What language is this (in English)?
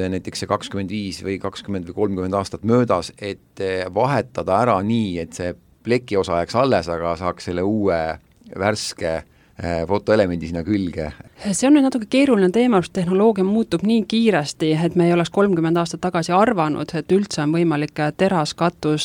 Estonian